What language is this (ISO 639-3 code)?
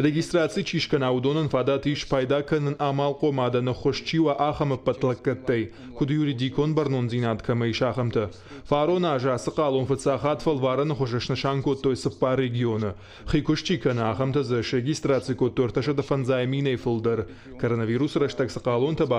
oss